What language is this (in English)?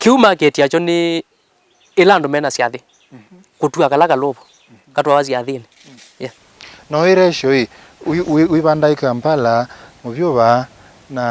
Kamba